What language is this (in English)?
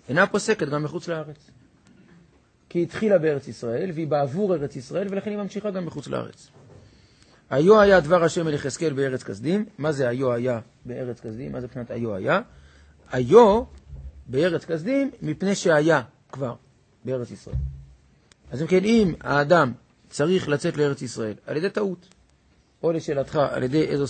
Hebrew